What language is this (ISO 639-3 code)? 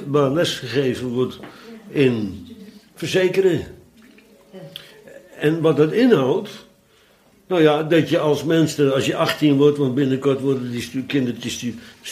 nld